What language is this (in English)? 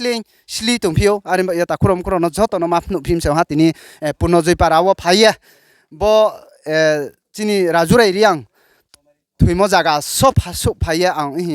Riang (India)